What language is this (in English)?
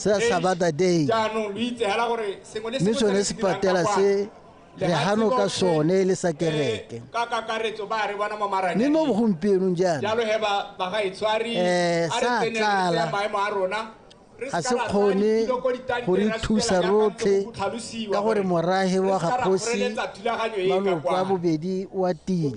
Tswana